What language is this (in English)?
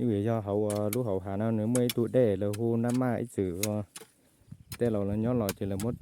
Hmong